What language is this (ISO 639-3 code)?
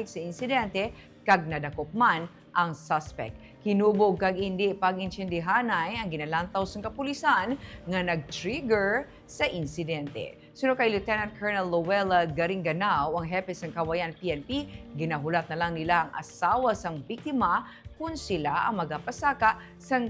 hil